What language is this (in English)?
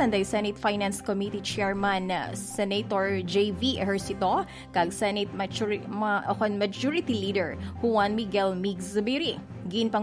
Hiligaynon